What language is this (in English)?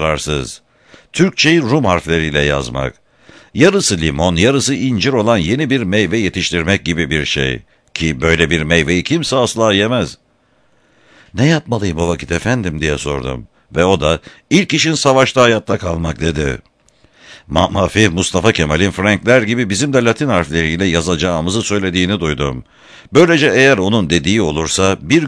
Turkish